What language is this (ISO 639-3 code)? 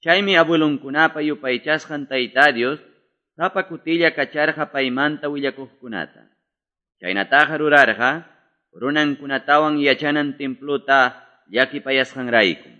que